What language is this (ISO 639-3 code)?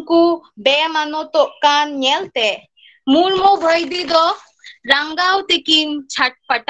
sat